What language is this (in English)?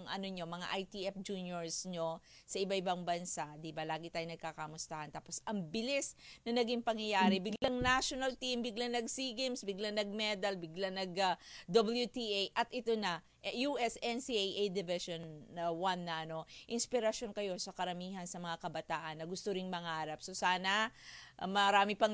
Filipino